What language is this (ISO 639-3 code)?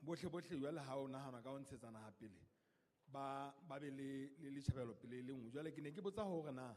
sot